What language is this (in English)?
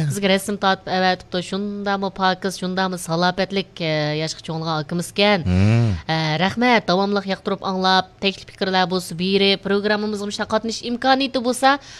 Uyghur